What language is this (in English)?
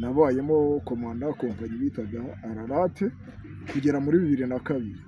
Kinyarwanda